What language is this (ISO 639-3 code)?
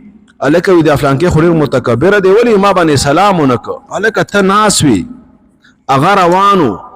pus